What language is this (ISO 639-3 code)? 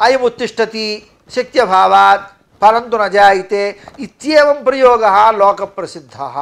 san